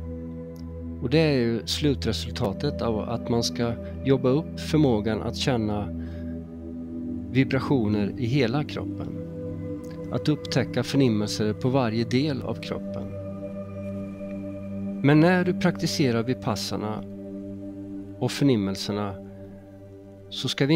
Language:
Swedish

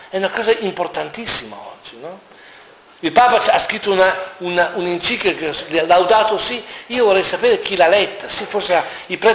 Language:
Italian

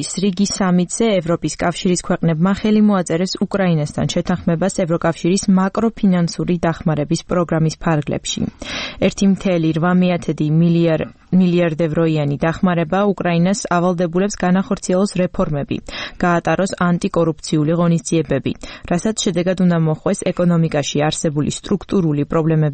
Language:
Georgian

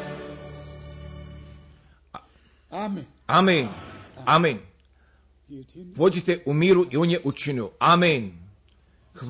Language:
Croatian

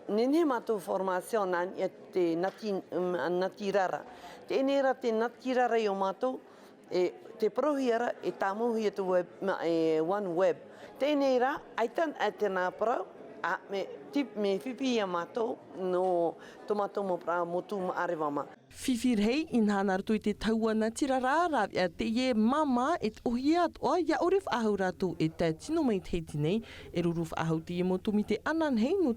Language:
Tahitian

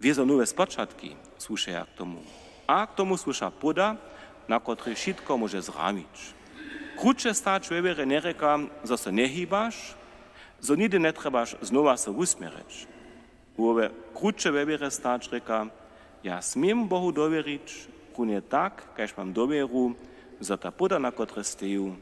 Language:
Upper Sorbian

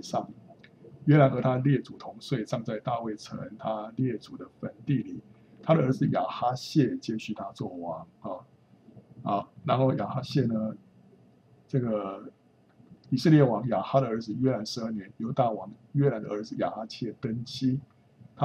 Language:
Chinese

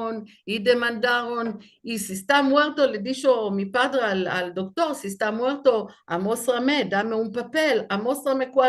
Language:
Ladino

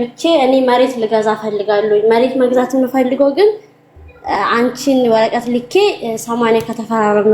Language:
Amharic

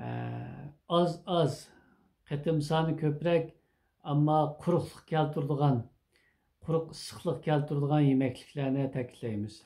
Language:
Uyghur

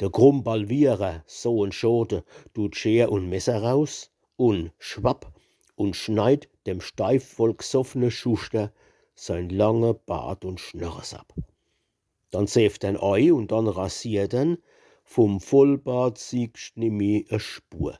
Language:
Palatine German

